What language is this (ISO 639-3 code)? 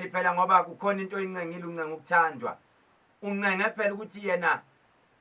zul